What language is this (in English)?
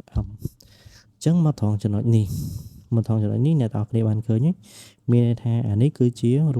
Khmer